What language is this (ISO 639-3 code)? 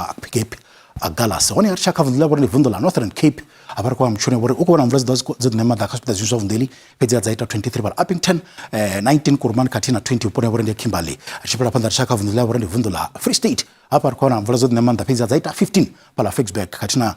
ven